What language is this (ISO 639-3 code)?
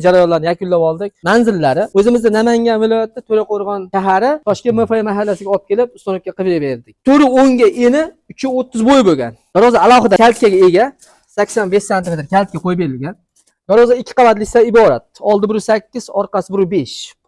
uzb